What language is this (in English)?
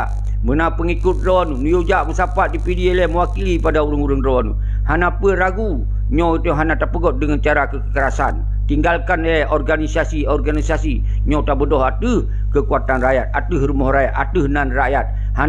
Achinese